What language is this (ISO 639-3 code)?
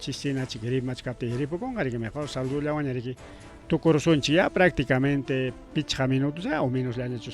quy